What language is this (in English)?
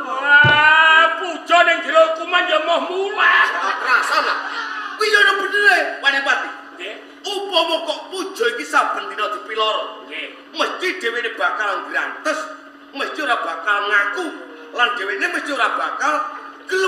Javanese